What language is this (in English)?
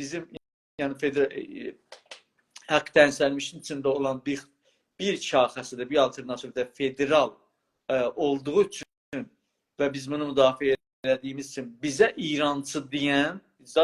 South Azerbaijani